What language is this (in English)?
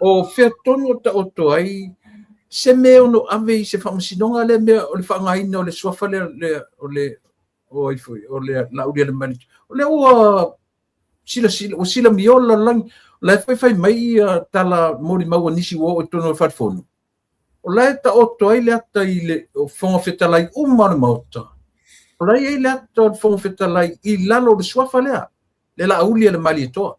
Samoan